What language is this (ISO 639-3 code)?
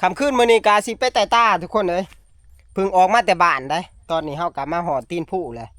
tts